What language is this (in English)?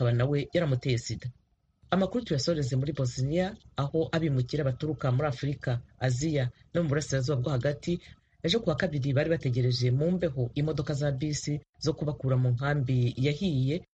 Kinyarwanda